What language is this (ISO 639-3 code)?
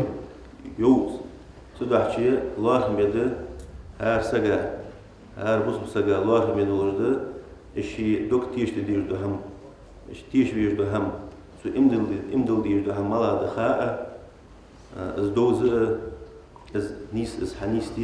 inh